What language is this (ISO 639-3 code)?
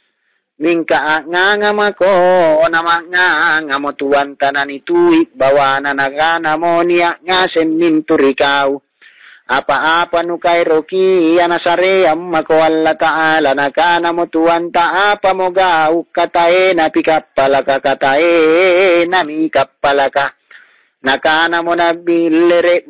mak